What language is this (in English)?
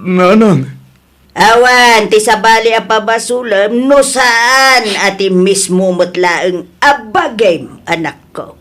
Iloko